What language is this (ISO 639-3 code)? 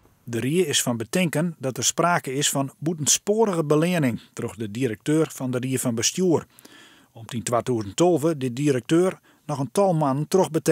fry